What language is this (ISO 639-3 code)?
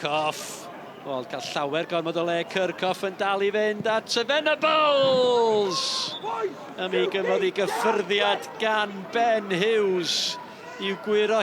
cym